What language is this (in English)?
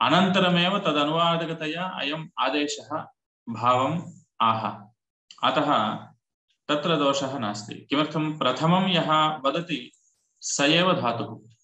Sanskrit